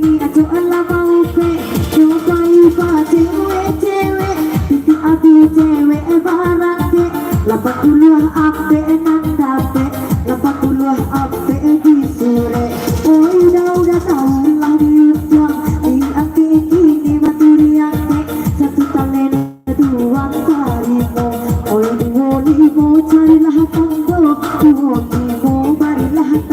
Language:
Minangkabau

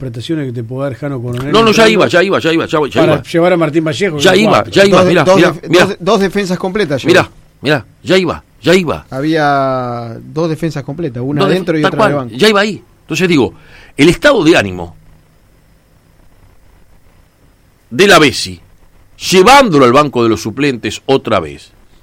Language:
Spanish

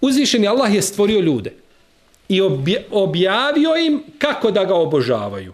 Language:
Bosnian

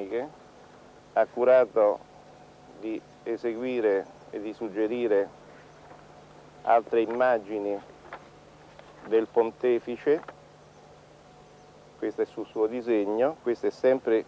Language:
Italian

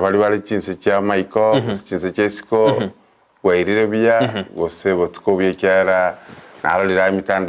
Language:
Gusii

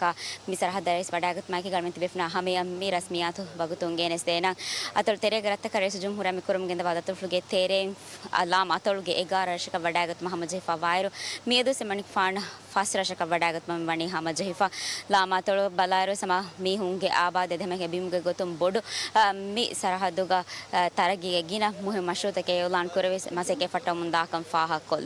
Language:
Divehi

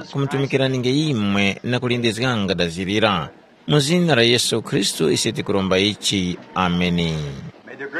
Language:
Tumbuka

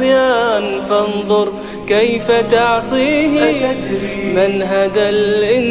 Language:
Arabic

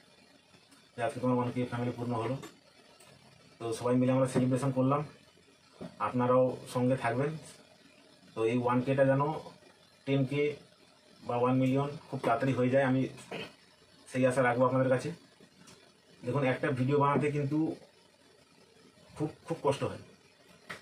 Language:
Bangla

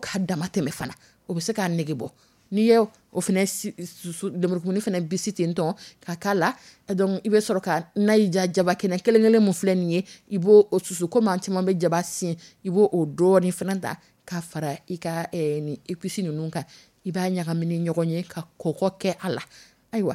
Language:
Dyula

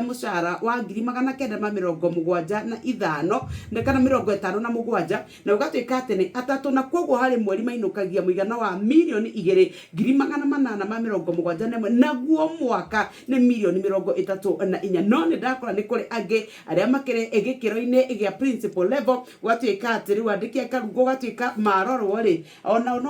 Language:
Kikuyu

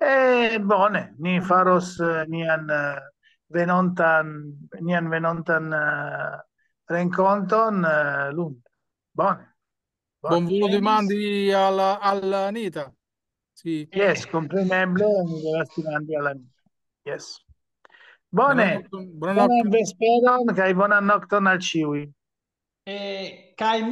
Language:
Esperanto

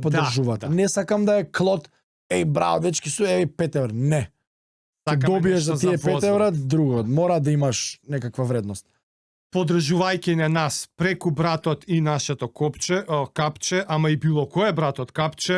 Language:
Macedonian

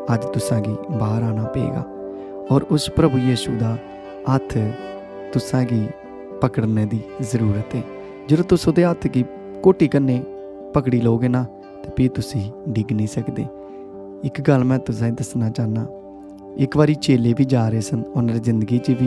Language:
Dogri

